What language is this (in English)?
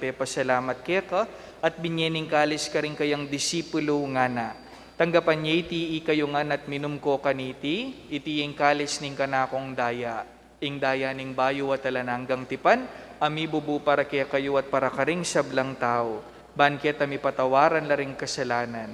Pampanga